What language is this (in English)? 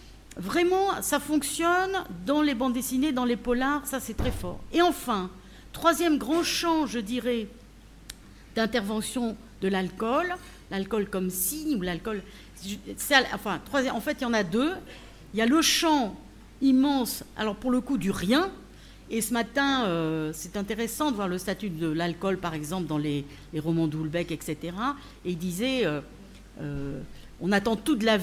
French